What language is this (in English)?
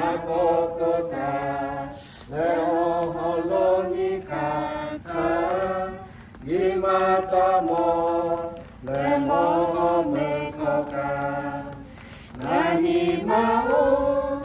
Lahu